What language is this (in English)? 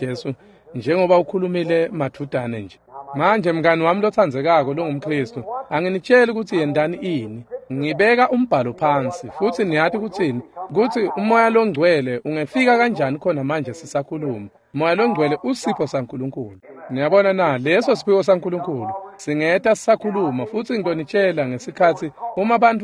Swati